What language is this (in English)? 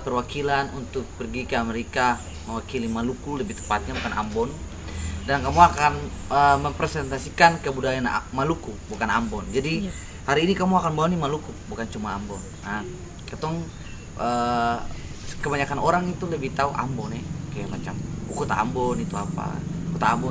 Ambonese Malay